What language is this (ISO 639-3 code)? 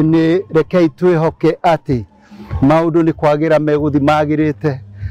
kik